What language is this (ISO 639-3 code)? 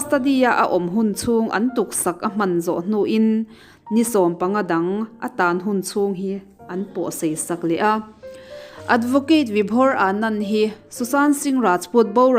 lus